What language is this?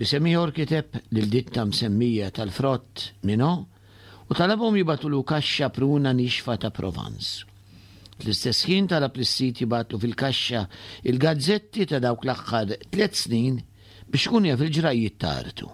Maltese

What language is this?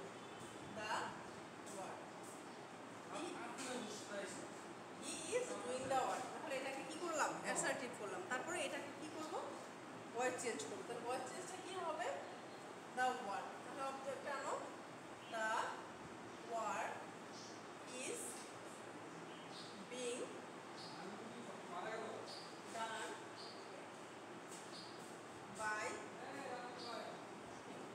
Bangla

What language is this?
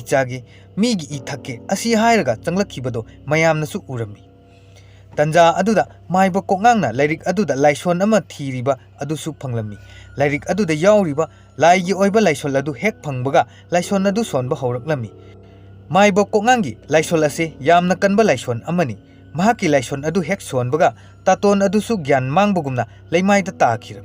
Manipuri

